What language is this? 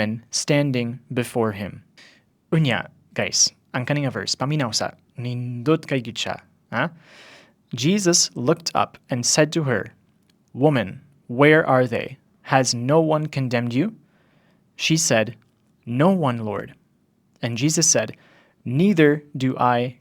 Cebuano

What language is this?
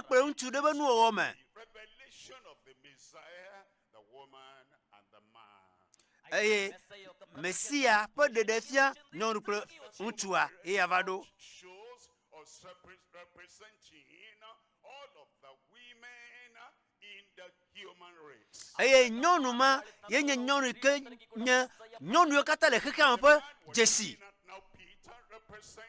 Ewe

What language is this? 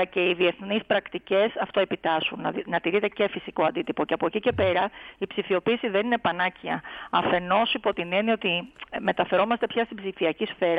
Greek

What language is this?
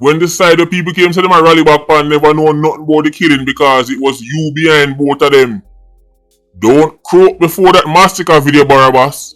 Jamaican Creole English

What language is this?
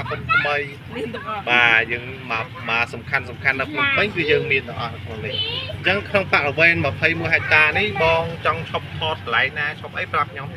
Khmer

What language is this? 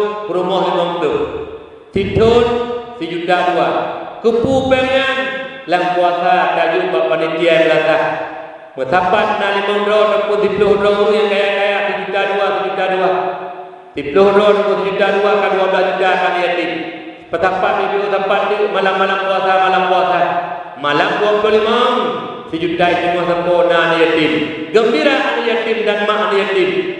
Achinese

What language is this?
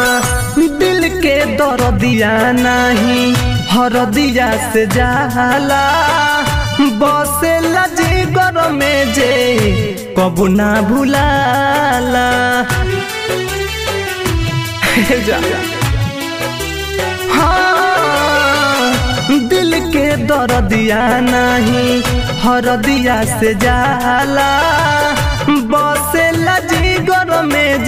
Bhojpuri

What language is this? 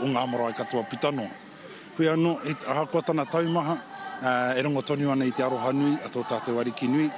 Māori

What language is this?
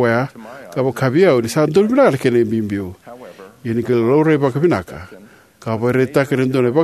Fijian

